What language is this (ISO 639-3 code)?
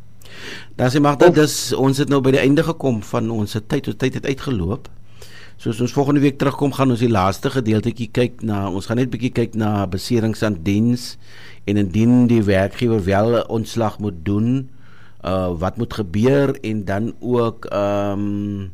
afr